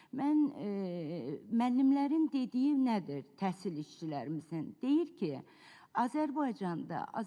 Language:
Azerbaijani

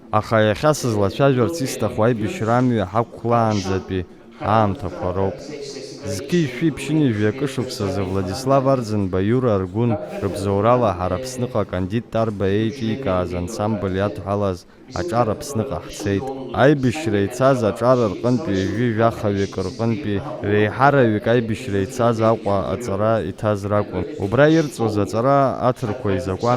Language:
Abkhazian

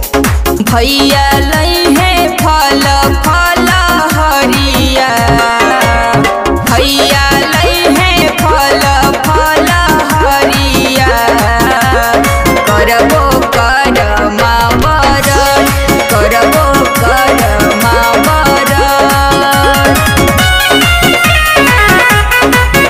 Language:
Bhojpuri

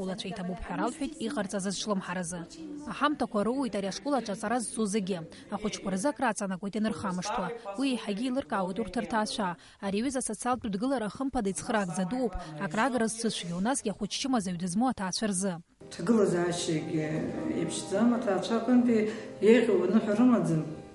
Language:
Abkhazian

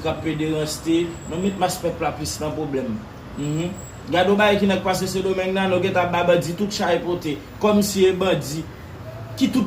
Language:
Haitian Creole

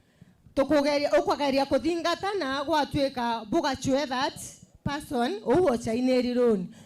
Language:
Meru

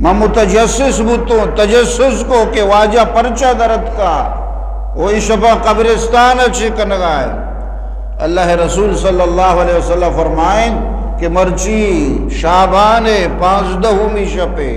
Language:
Eastern Balochi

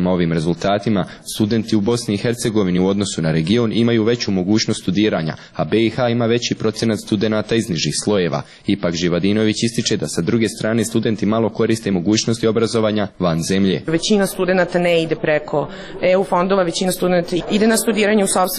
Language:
Bosnian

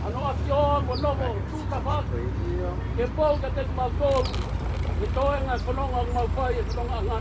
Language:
Tongan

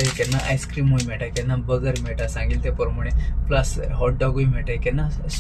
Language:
Konkani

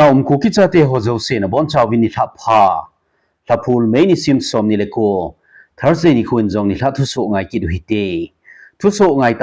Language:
Thado Chin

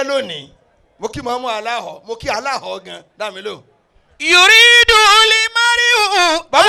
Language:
Yoruba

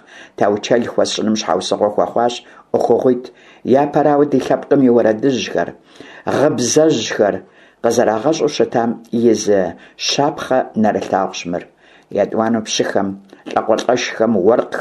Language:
Kabardian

